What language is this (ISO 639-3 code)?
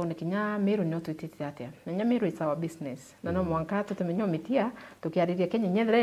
mer